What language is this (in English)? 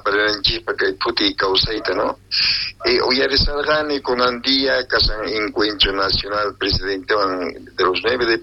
South Bolivian Quechua